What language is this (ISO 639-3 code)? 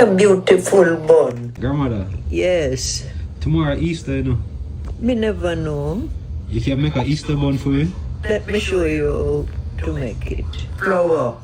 jam